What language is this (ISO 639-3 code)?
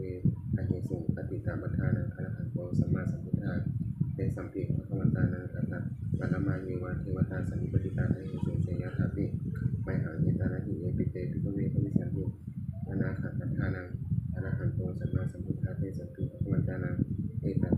pli